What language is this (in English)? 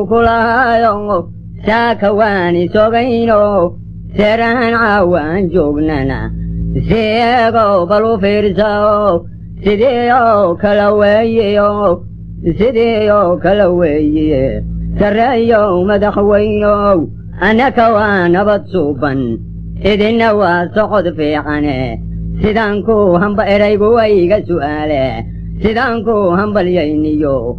Somali